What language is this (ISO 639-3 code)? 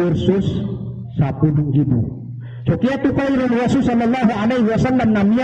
mrw